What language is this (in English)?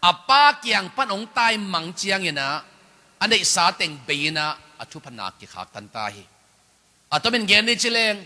Tedim Chin